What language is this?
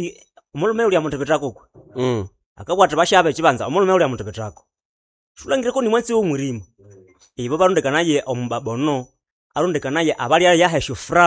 Nande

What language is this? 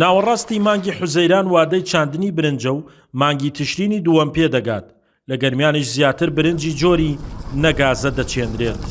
Central Kurdish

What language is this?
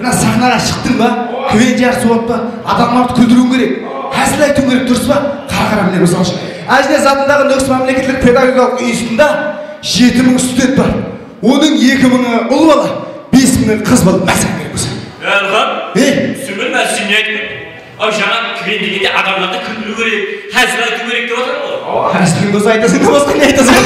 Kara-Kalpak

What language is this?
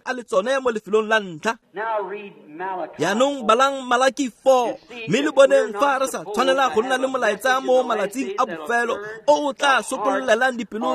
Tswana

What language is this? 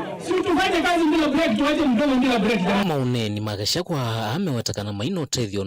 Kamba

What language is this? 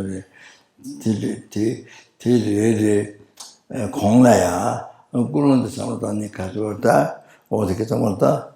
Tibetan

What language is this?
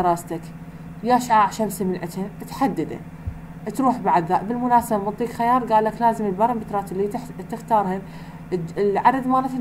Mesopotamian Arabic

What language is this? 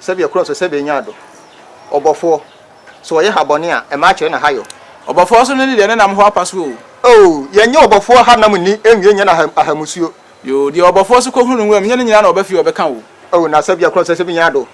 Akan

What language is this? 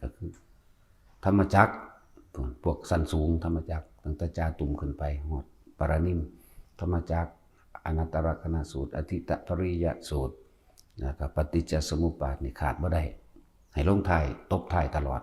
Northeastern Thai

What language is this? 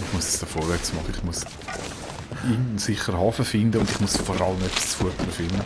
Swiss German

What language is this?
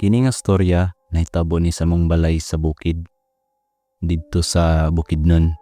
Cebuano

